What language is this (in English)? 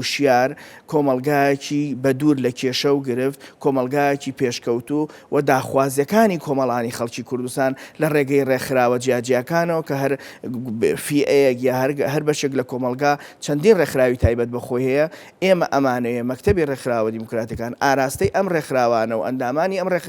Central Kurdish